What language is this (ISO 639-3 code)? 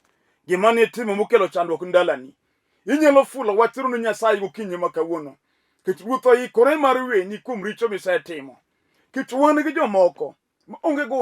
luo